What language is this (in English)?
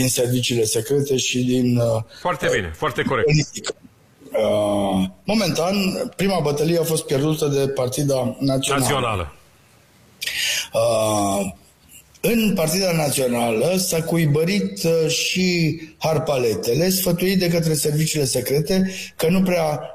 Romanian